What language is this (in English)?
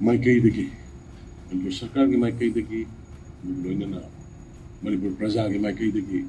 Manipuri